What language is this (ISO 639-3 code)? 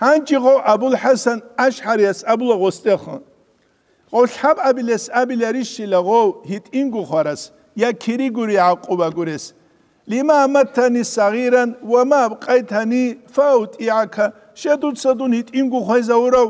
ava